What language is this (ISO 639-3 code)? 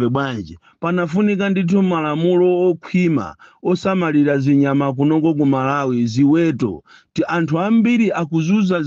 nya